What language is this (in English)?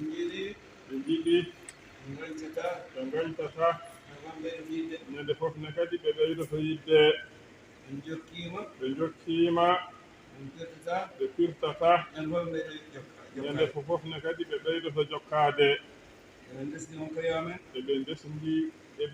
Fula